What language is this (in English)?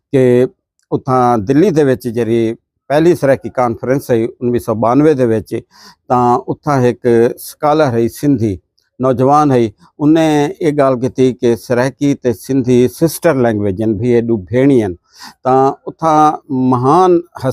Saraiki